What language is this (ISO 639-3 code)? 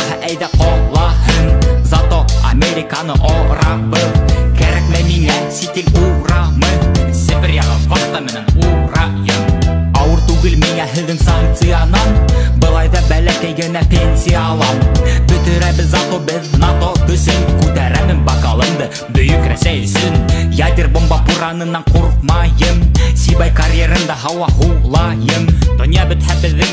bak